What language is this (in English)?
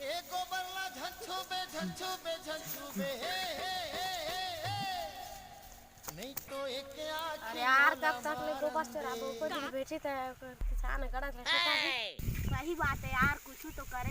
Chhattisgarhi